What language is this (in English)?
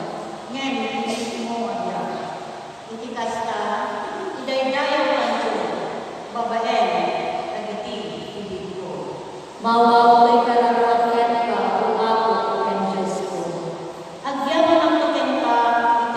Iloko